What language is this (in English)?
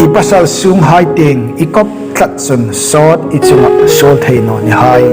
Hmar